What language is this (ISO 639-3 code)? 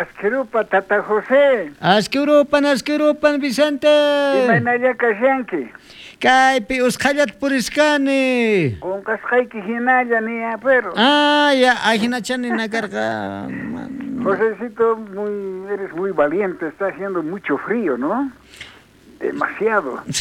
quh